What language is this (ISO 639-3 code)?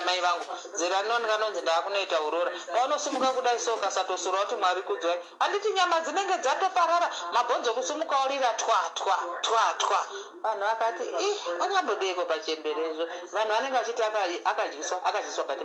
sna